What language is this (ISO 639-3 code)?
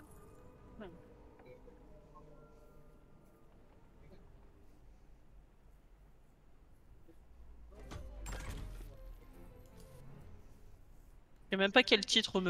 fra